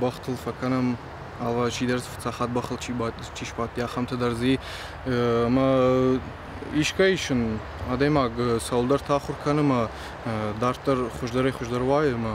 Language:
Ossetic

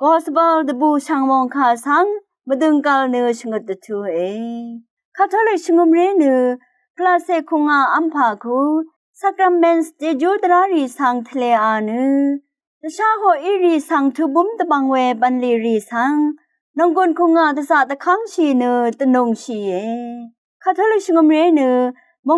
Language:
Rawang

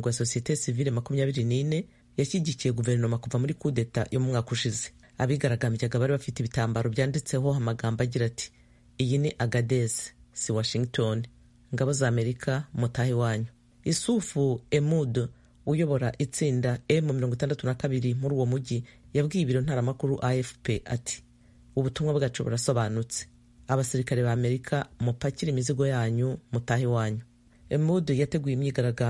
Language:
Kinyarwanda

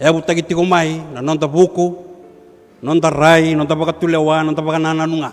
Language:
Fijian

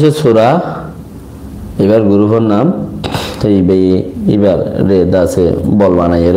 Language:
Rohingya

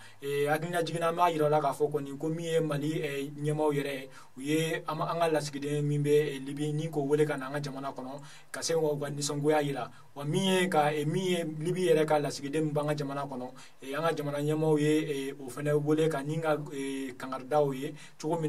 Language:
Bambara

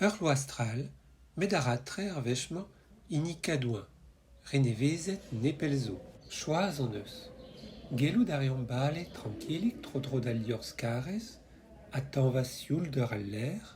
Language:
Breton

